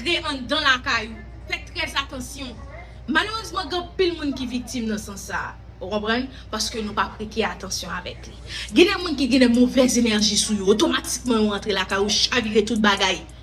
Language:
Haitian Creole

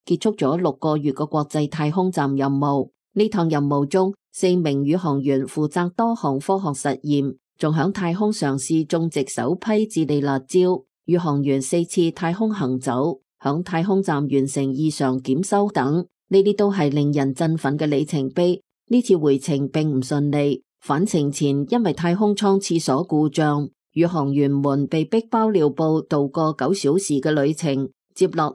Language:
Cantonese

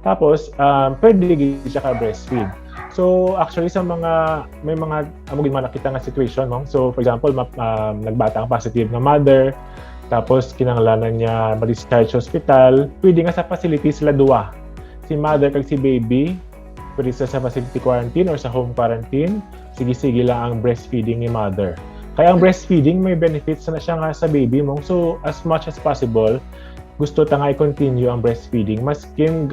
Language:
Hiligaynon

